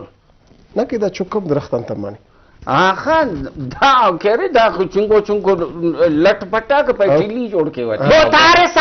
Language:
Brahui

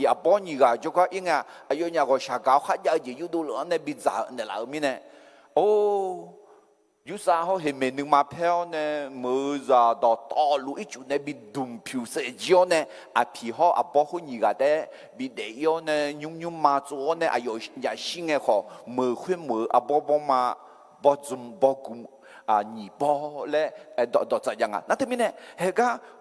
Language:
Akha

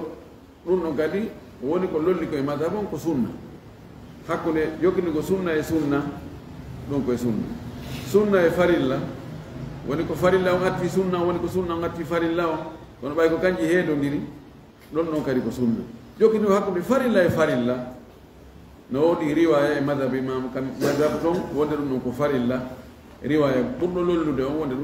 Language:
Fula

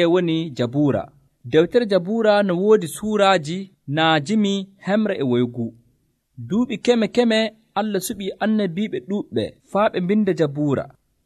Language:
Nigerian Fulfulde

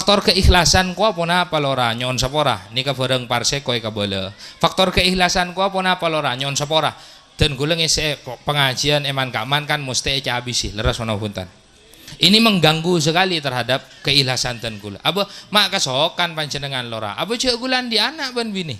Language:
Madurese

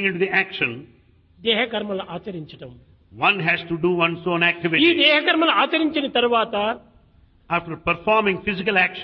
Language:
Telugu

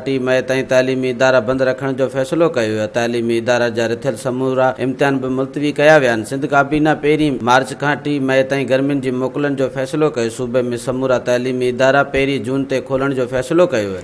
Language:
Sindhi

